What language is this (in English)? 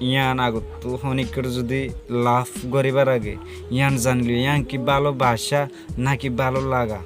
Rohingya